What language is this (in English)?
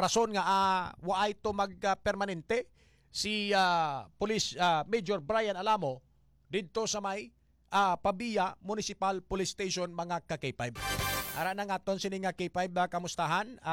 Hiligaynon